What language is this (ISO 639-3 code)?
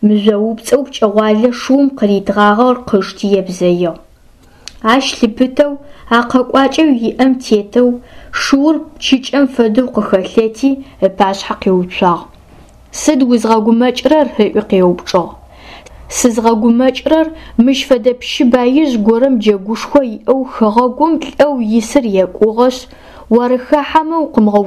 ady